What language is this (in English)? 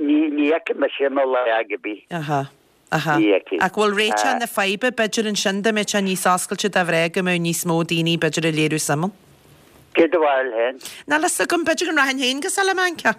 Irish